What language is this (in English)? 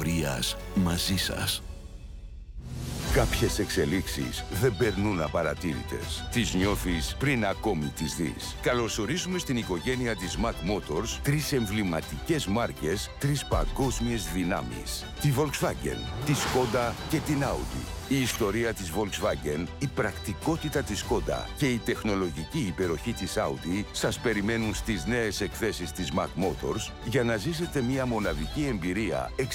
Greek